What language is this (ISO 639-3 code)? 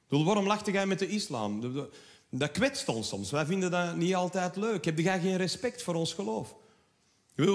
nld